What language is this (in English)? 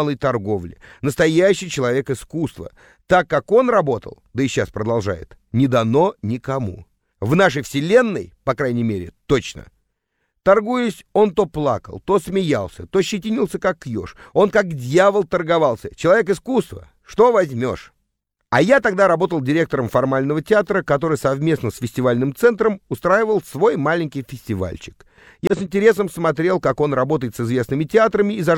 Russian